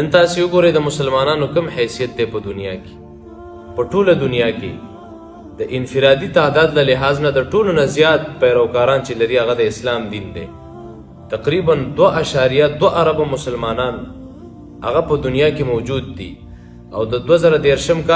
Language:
Pashto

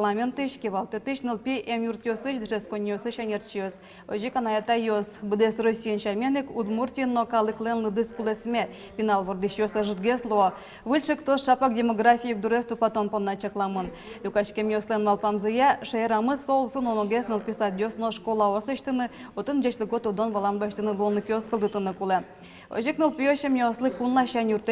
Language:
Udmurt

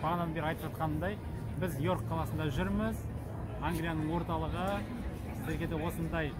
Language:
Kazakh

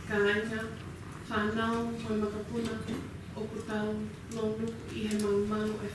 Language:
Tongan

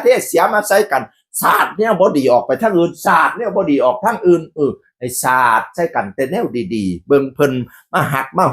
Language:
Northeastern Thai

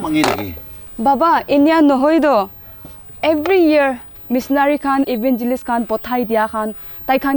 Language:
Naga Pidgin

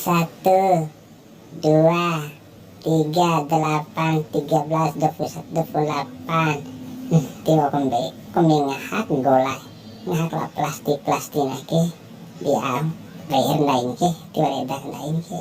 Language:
Bima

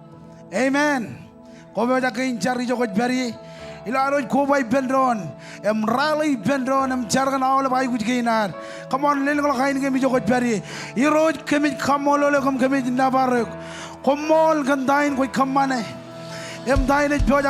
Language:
Marshallese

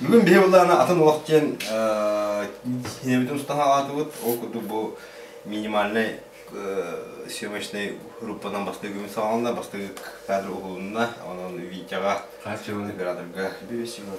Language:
Yakut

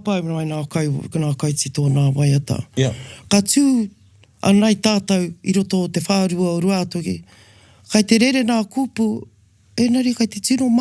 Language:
Māori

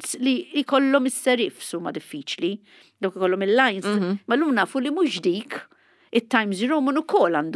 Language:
Maltese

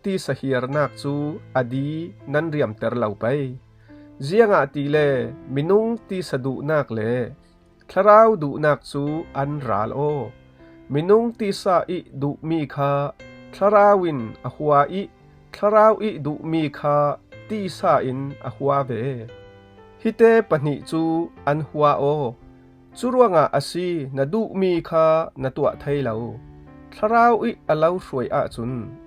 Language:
Falam Chin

